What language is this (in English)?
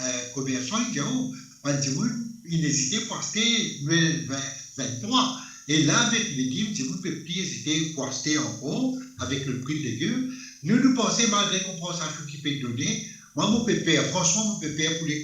Morisyen